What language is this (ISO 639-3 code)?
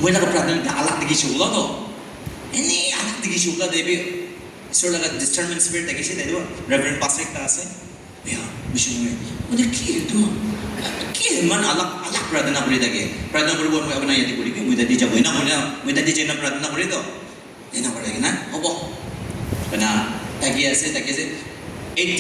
nag